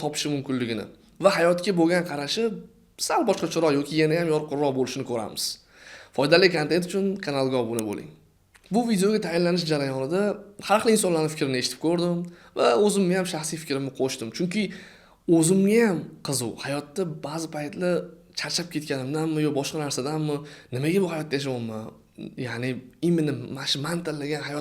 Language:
Uzbek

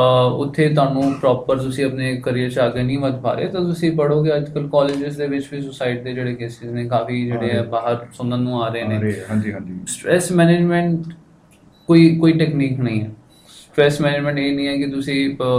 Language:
Punjabi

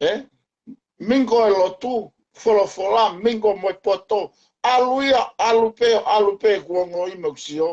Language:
Tongan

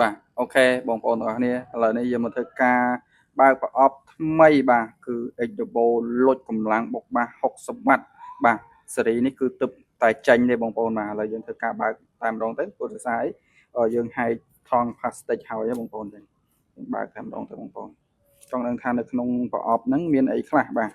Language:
Khmer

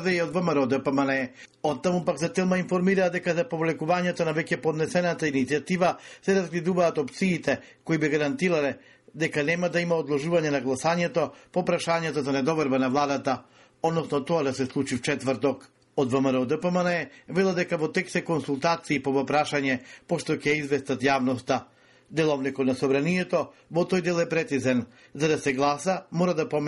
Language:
Macedonian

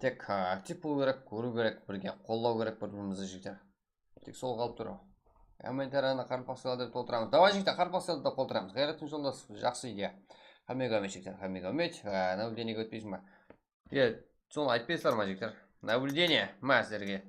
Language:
Kara-Kalpak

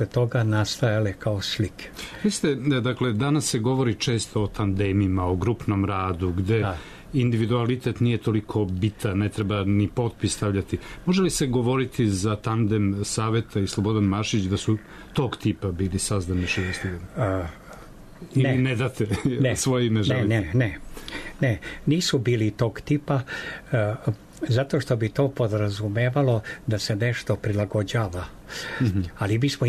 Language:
Serbian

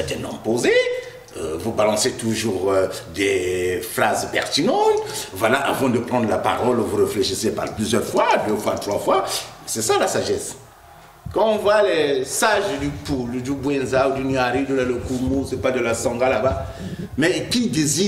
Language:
French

